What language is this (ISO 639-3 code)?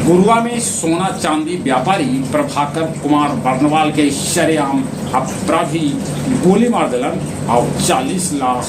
mag